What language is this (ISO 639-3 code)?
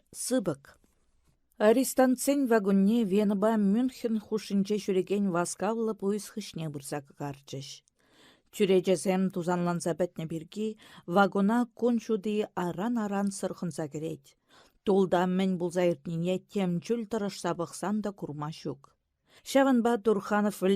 chv